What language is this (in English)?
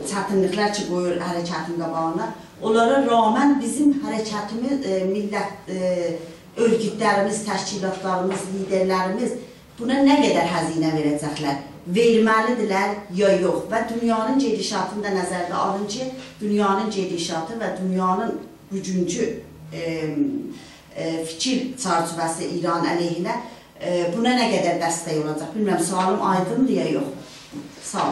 South Azerbaijani